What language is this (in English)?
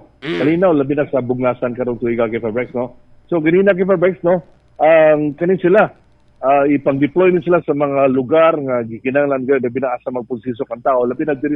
Cebuano